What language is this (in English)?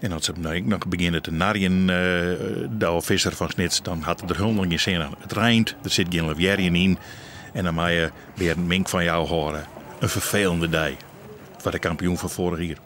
Western Frisian